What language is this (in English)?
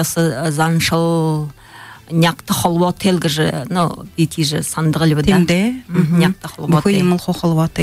Buriat